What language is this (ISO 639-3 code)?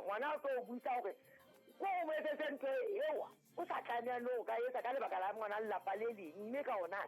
sot